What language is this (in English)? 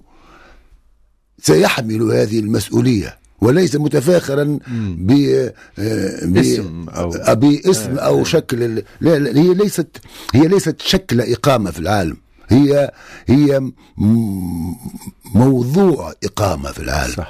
Tunisian Arabic